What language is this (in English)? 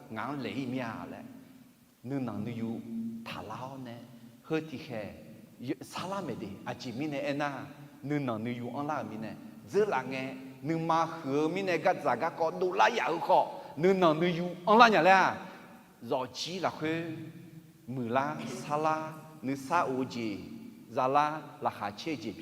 Akha